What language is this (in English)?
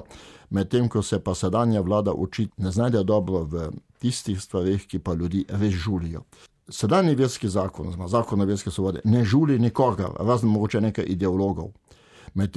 Slovenian